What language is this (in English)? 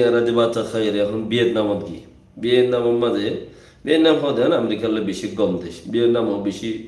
Rohingya